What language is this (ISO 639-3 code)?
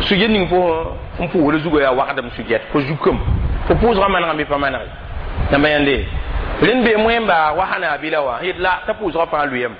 mos